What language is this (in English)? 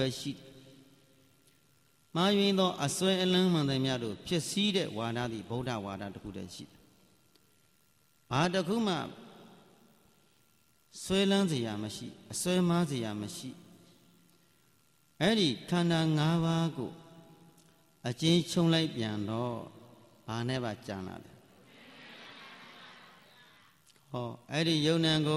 Burmese